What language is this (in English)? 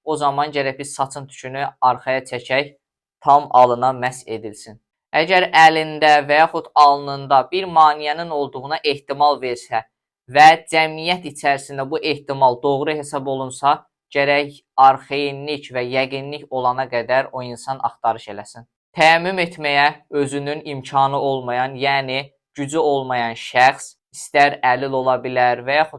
Azerbaijani